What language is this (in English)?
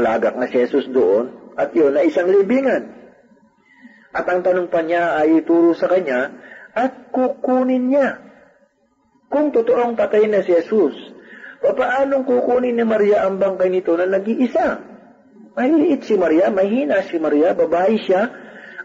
Filipino